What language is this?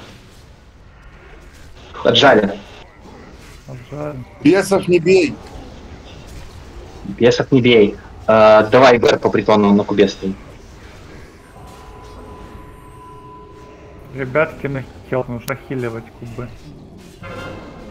Russian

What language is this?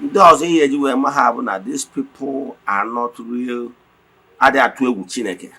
Igbo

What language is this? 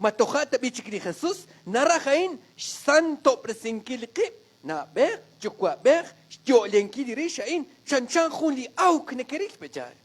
Kekchí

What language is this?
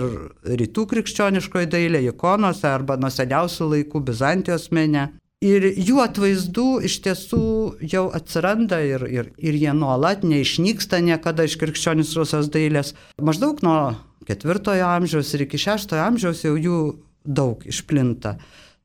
Lithuanian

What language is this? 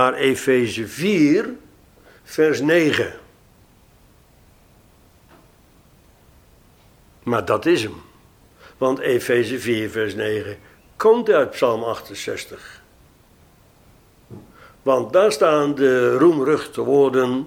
Dutch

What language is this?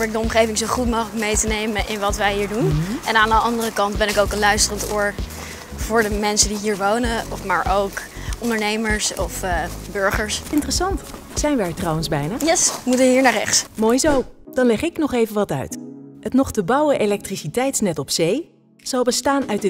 Dutch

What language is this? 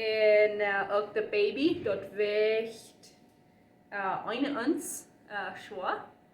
Plautdietsch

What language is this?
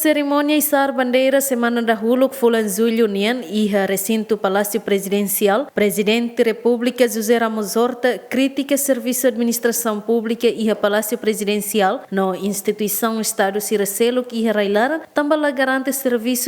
Tetum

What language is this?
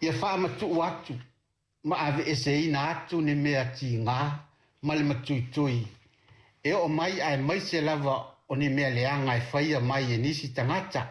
Samoan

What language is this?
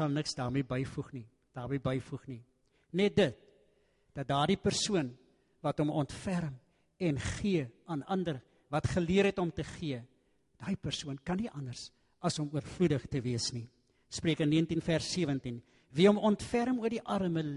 Afrikaans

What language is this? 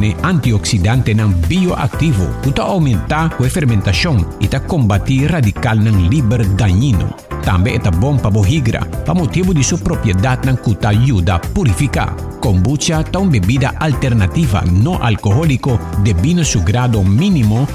Papiamento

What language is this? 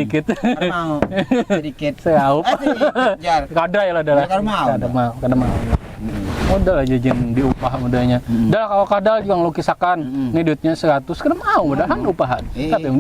Banjar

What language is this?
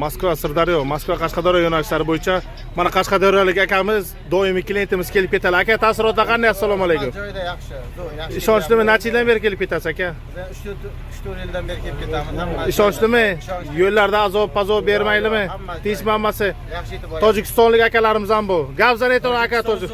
Uzbek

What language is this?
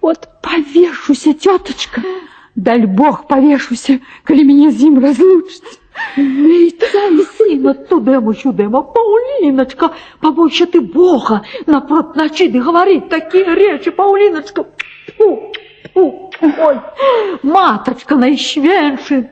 Belarusian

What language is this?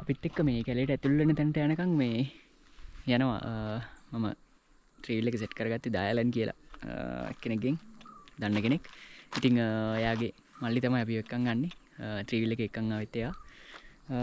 Sinhala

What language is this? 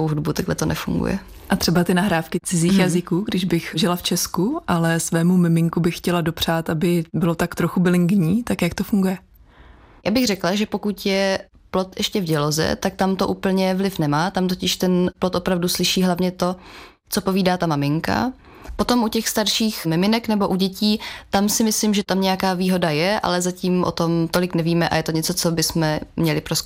Czech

